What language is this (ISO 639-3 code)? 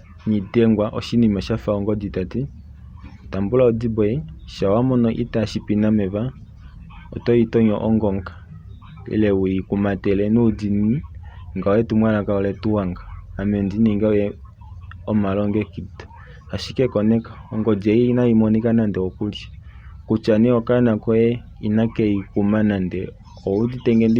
kua